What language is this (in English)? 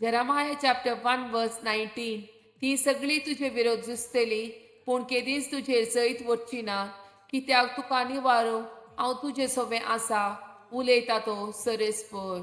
Konkani